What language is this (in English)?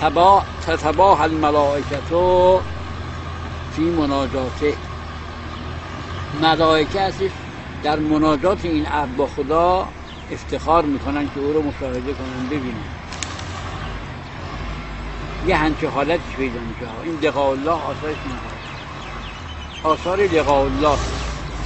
Persian